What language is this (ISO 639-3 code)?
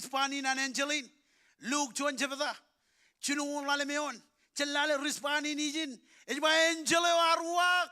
mah